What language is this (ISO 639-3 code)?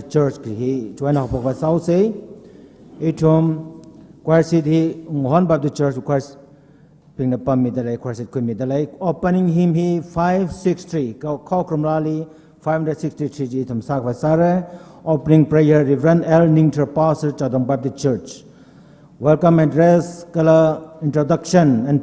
nmf